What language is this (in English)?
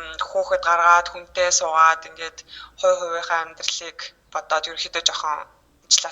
Mongolian